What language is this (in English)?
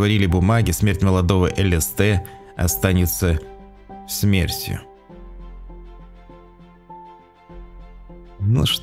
Russian